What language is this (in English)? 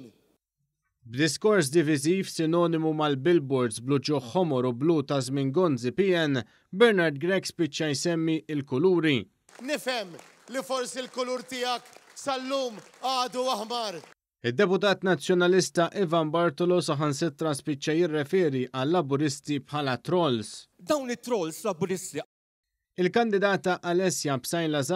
Maltese